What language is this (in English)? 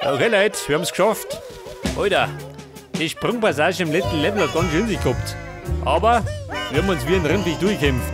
Bavarian